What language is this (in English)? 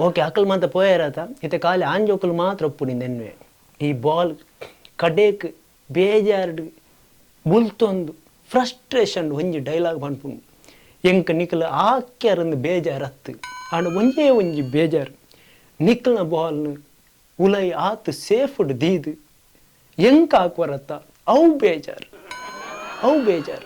Tulu